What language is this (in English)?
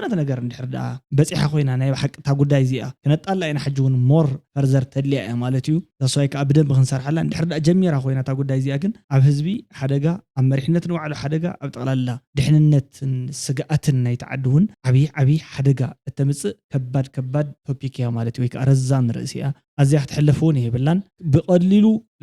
Tigrinya